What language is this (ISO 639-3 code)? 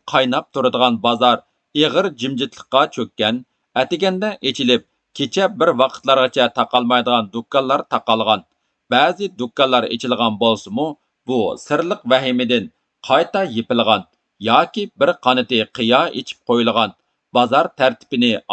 uig